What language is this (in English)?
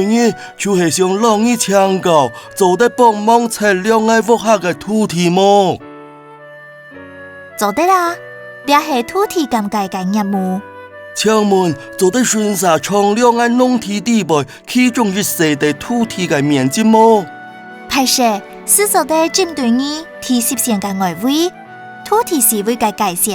Hakka Chinese